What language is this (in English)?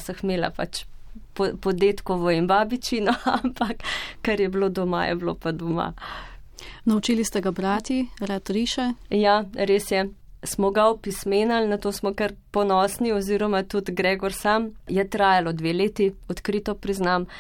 Slovenian